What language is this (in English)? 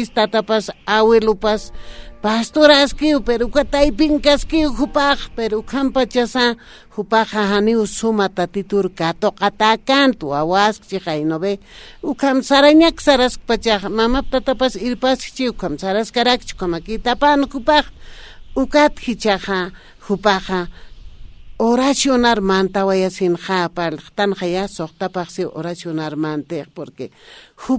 Aymara